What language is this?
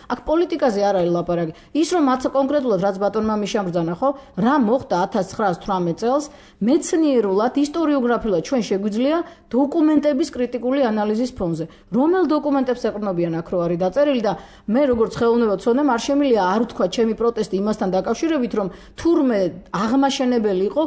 Georgian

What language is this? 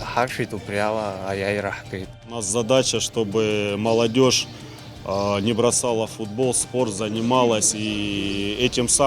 Abkhazian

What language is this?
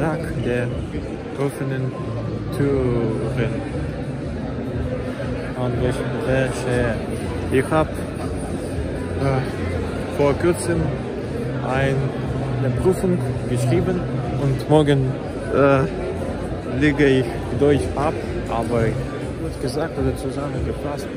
German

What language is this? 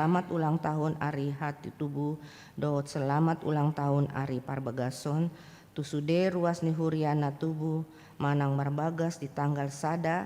Batak Toba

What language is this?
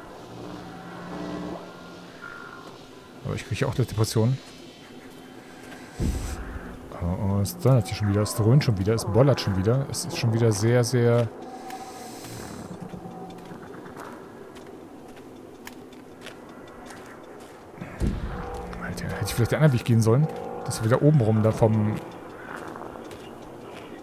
German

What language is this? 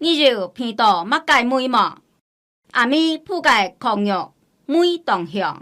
Hakka Chinese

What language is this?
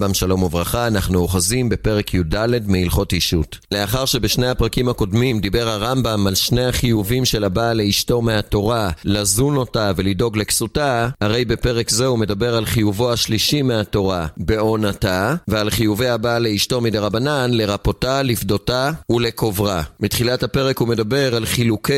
Hebrew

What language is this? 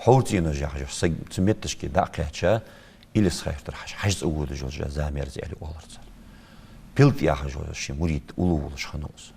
Ingush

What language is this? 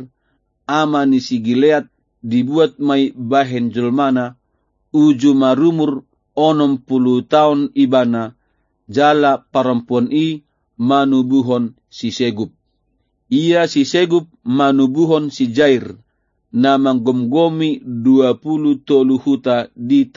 Batak Toba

